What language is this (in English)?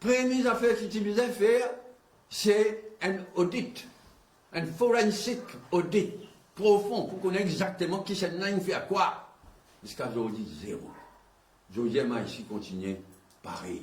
Morisyen